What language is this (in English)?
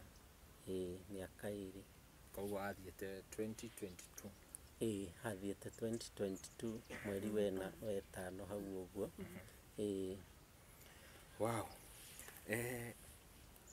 Kikuyu